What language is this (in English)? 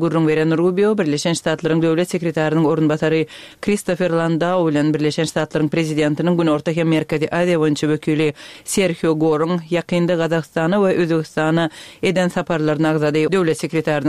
Kyrgyz